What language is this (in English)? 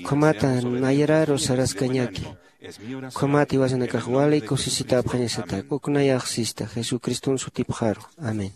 Aymara